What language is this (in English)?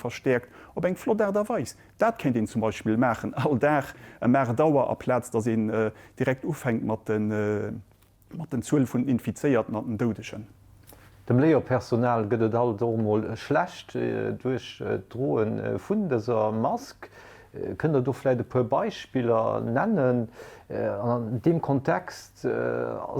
Luxembourgish